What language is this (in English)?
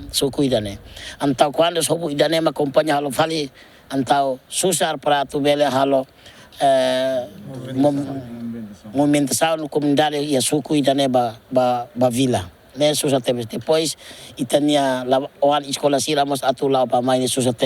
Tetum